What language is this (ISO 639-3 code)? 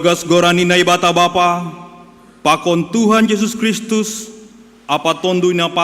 bts